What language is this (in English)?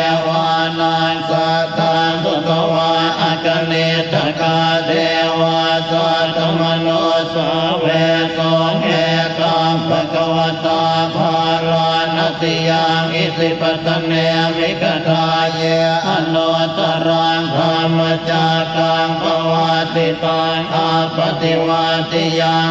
Pali